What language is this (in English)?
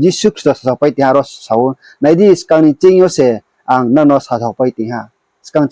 Riang (India)